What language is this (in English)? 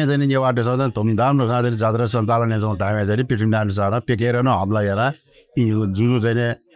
Newari